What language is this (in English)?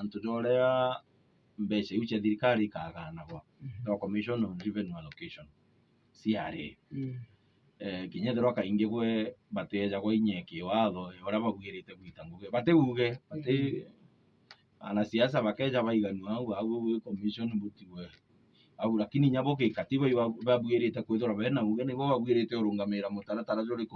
Meru